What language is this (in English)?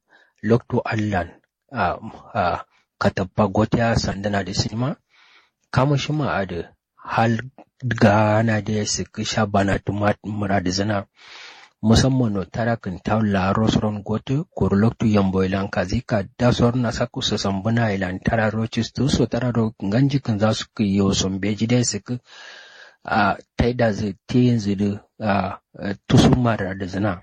Kanuri